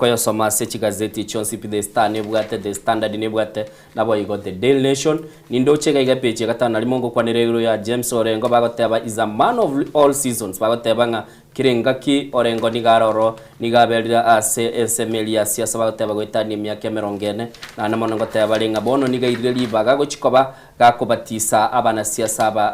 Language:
Gusii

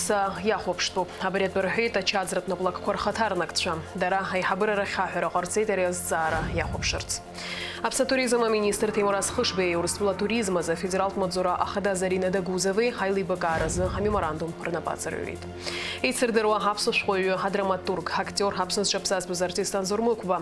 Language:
Abkhazian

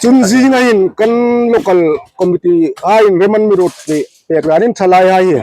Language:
Hmar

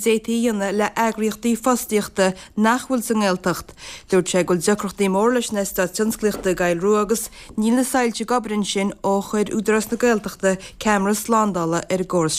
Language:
Irish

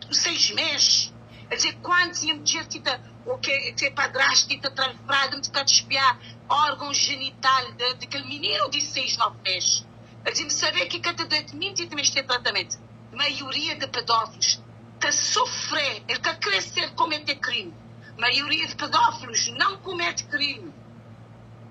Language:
Kabuverdianu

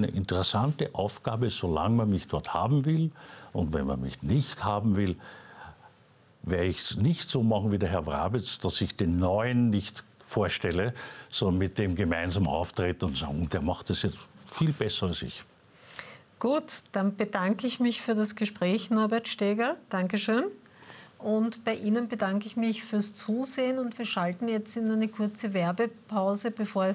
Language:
German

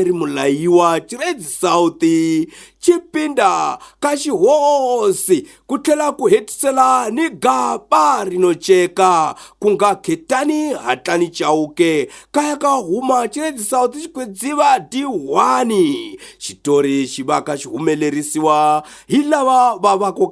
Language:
Tsonga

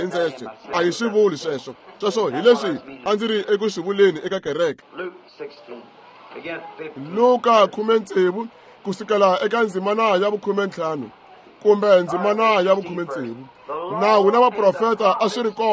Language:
Tsonga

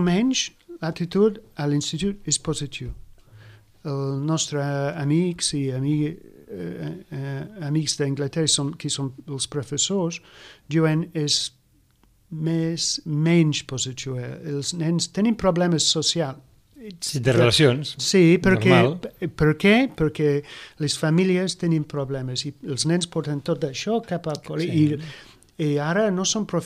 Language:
Catalan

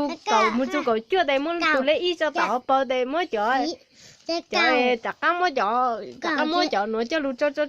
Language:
Hmong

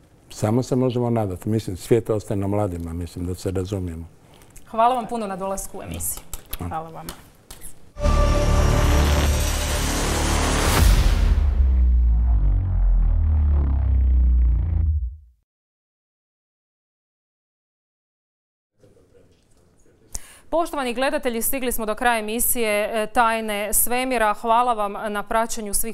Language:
Croatian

